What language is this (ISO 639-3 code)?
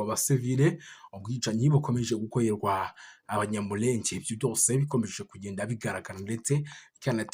kin